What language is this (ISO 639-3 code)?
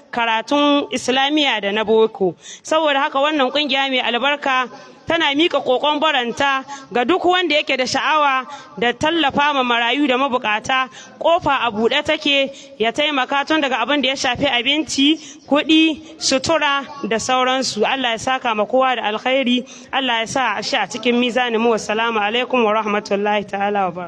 hau